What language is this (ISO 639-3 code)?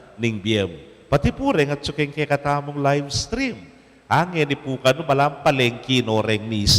pam